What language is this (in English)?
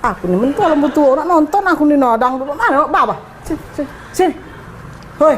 Musi